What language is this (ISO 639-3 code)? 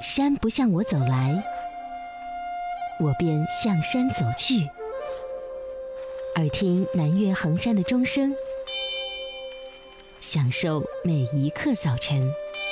zho